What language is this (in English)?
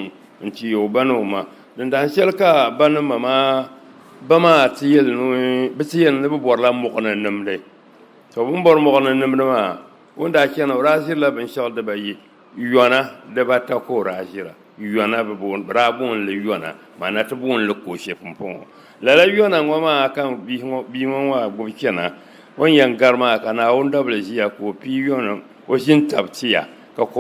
Dagbani